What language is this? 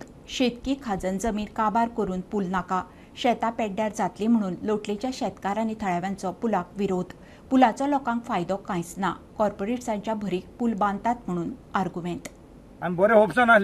Konkani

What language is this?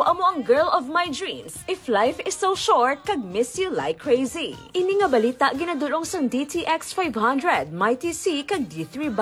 Hiligaynon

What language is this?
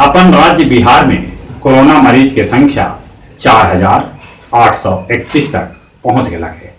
Magahi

